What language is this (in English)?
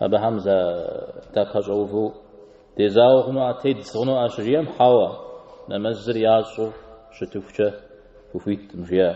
Kabardian